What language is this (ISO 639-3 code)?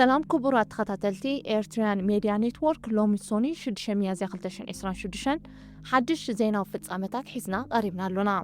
tir